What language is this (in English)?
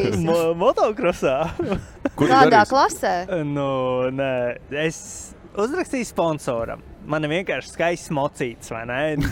Latvian